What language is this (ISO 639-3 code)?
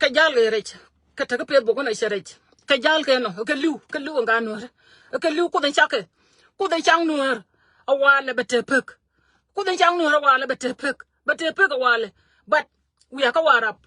nus